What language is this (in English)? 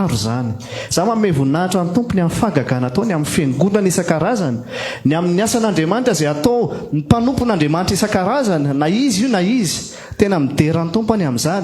Malagasy